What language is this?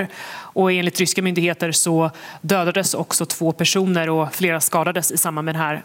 Swedish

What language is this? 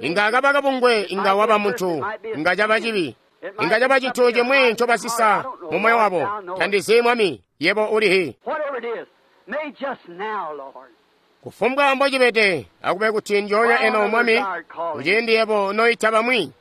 Tonga (Zambia)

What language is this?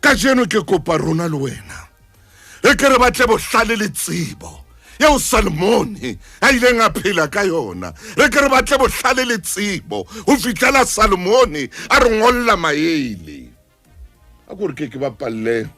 Southern Sotho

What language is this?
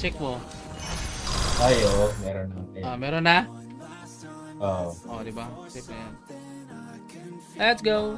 Filipino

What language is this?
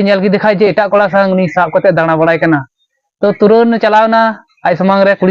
Santali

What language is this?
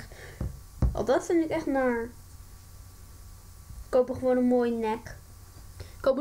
Dutch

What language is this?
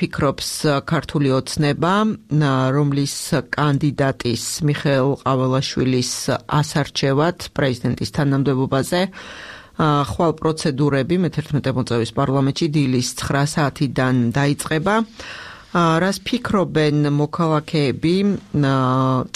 Georgian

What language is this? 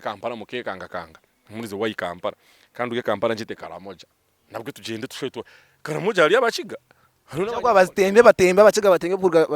Nyankole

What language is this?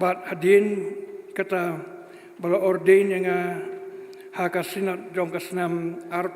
Khasi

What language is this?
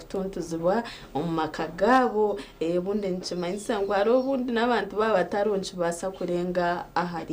Nyankole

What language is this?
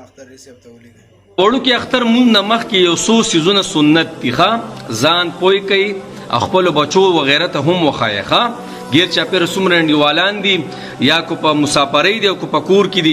Pashto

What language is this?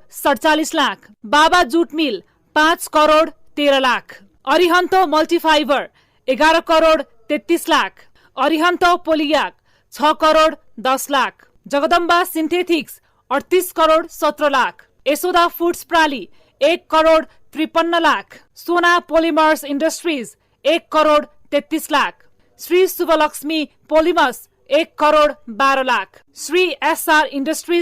Nepali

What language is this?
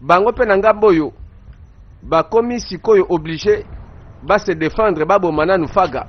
Lingala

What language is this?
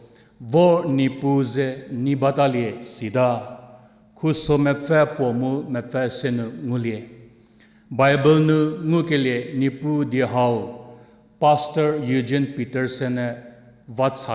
Angami Naga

